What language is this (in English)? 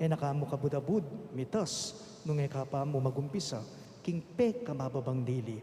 Pampanga